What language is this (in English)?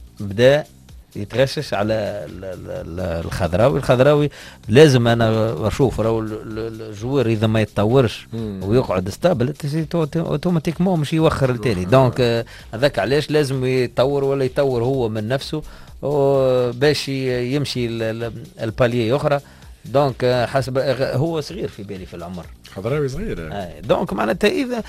Tunisian Arabic